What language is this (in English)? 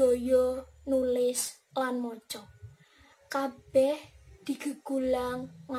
Javanese